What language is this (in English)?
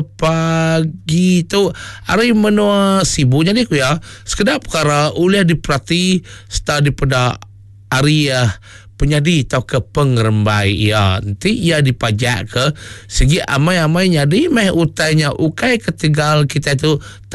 Iban